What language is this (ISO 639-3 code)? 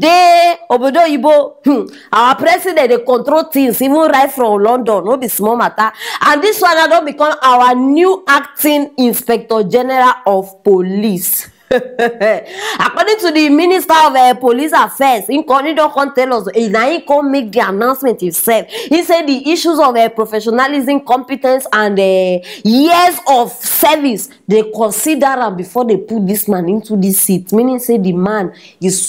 pcm